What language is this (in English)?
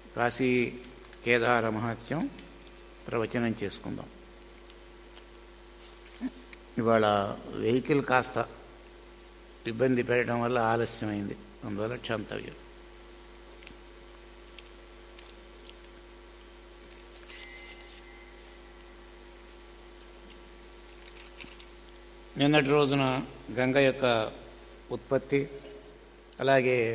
Telugu